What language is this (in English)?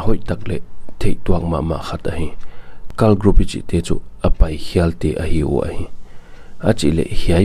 Paite Chin